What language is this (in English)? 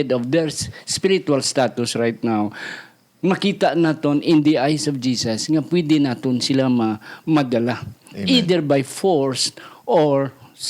Hiligaynon